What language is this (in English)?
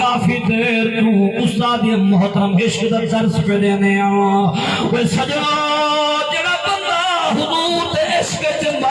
Saraiki